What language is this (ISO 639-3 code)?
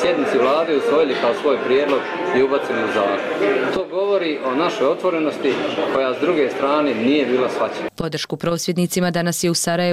hrv